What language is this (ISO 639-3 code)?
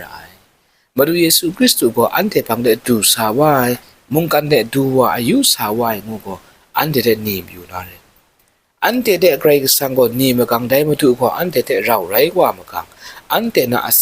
kac